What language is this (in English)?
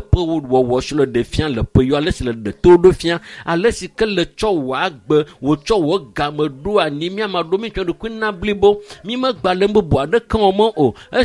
Ewe